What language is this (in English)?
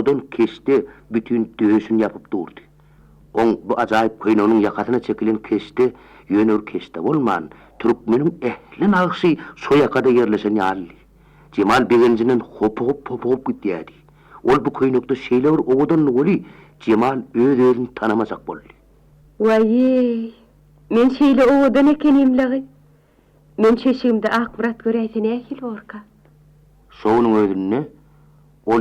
Turkmen